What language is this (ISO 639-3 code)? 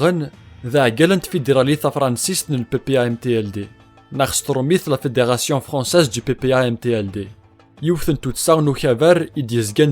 kab